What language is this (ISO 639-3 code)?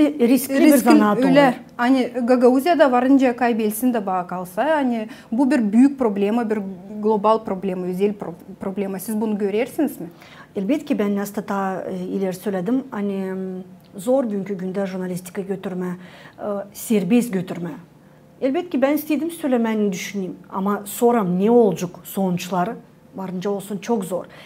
gag